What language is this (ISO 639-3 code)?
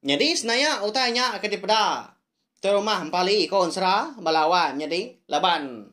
iba